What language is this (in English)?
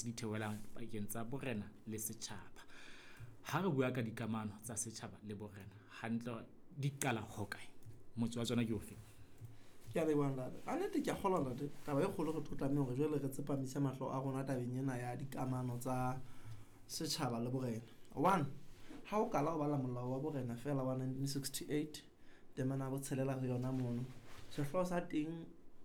Southern Sotho